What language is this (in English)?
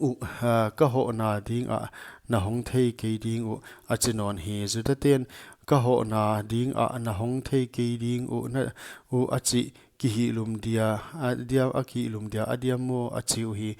Paite Chin